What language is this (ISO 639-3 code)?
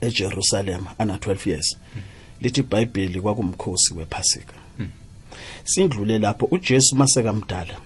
nbl